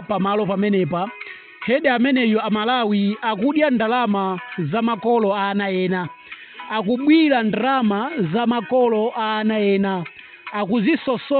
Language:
Nyanja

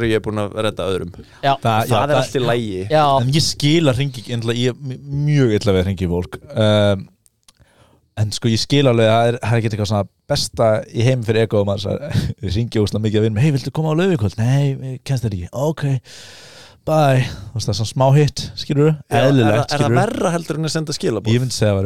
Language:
Icelandic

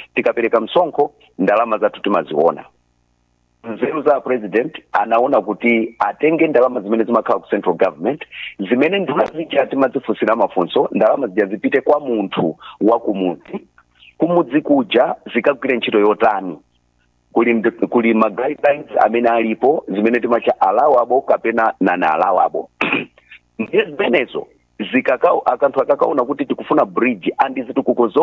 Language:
Nyanja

